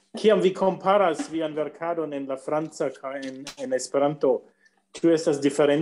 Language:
Esperanto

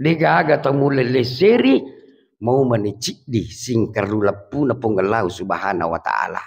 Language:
Buginese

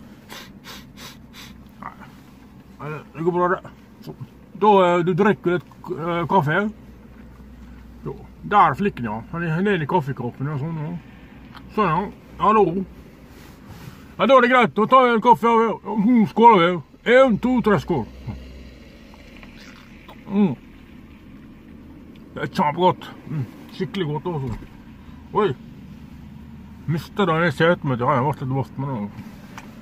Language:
Norwegian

